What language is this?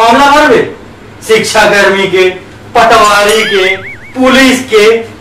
Chhattisgarhi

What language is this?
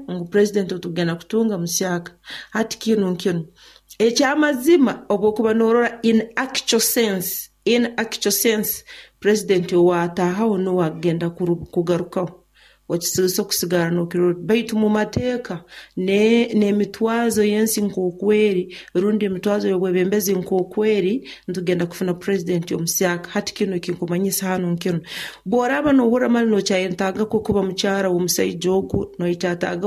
Nyoro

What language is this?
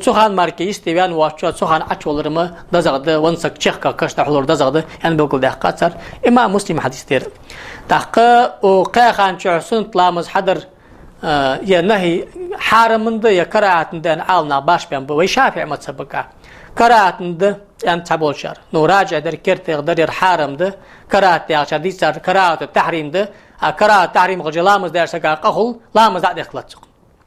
Ingush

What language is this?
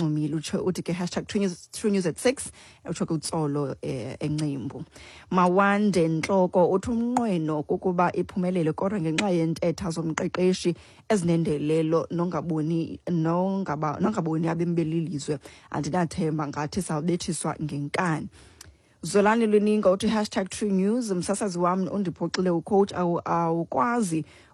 Xhosa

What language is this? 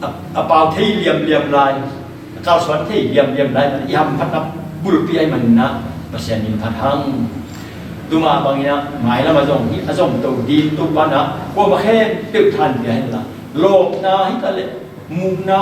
Tedim Chin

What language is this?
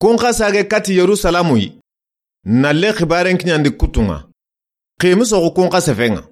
Soninke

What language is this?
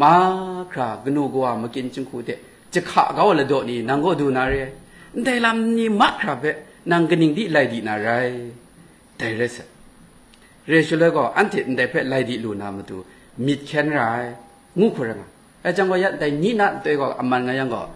Kachin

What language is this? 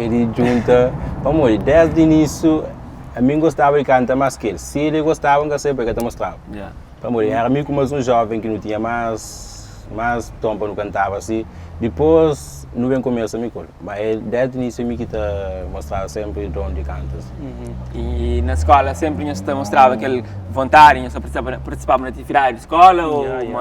Kabuverdianu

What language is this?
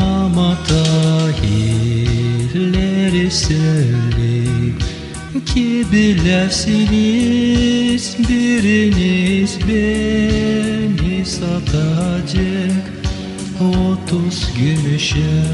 Gagauz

